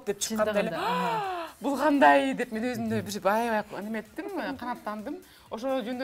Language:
Kyrgyz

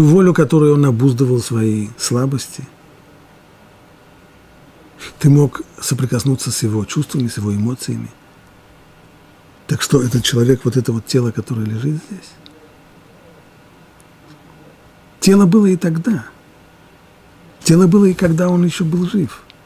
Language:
Russian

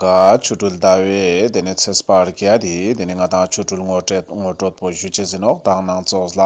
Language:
Ladakhi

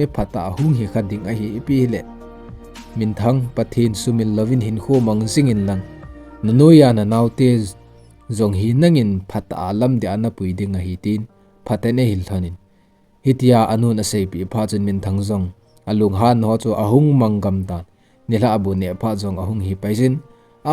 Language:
Thado Chin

